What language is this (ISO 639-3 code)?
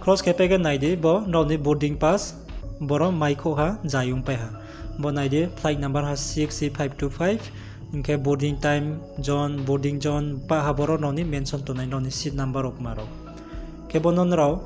ria